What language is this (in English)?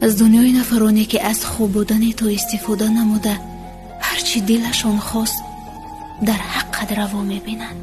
Tajik